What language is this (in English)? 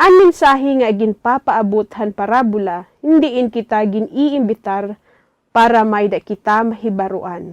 Waray